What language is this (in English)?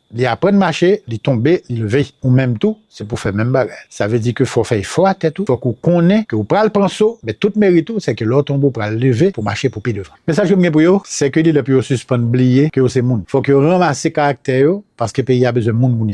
Haitian Creole